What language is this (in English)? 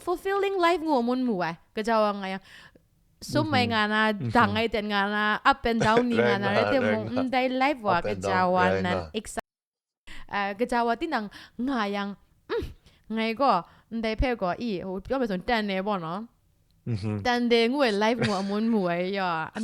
Kachin